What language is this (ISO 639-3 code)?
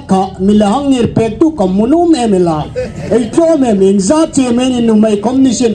hmr